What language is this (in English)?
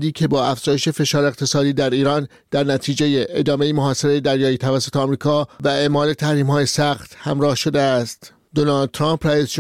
Persian